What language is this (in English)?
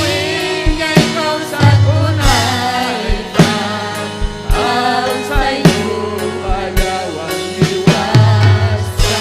Ayacucho Quechua